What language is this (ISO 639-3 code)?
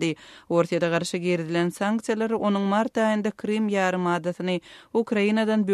tuk